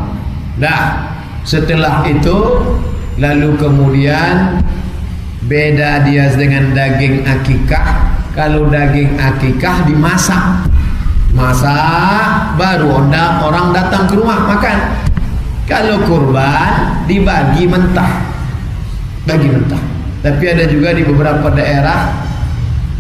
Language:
Indonesian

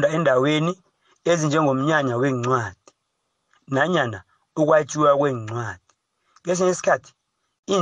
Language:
South Ndebele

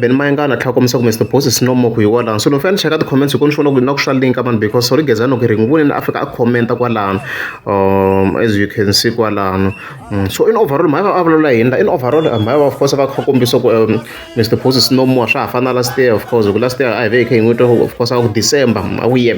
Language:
Tsonga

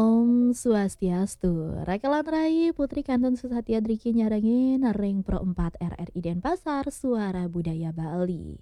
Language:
Balinese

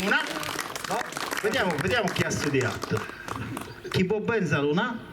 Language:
Sardinian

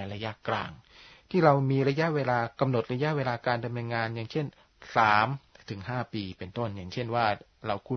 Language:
Thai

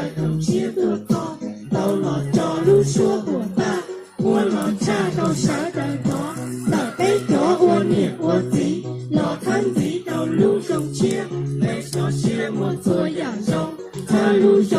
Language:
Hmong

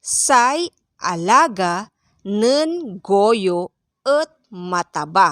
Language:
Pangasinan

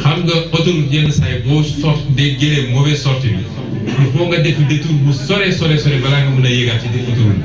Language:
Wolof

